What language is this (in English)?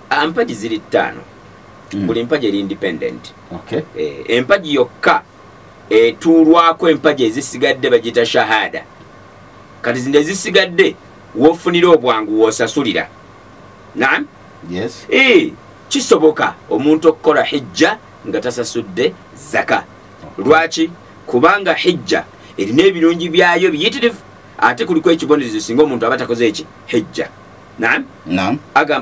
Ganda